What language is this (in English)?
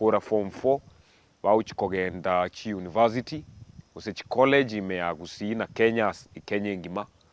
Gusii